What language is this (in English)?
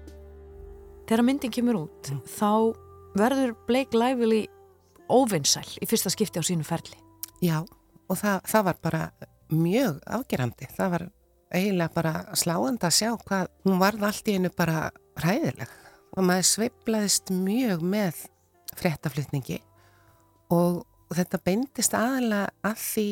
Icelandic